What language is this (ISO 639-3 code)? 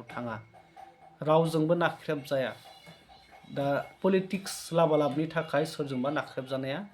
brx